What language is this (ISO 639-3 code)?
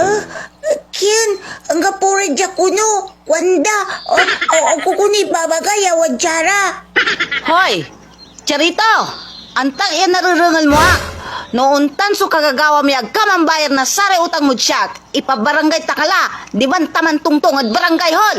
pag